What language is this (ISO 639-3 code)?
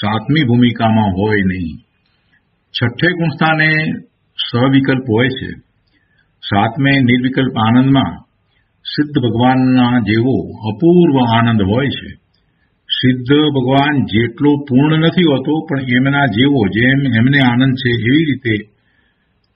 guj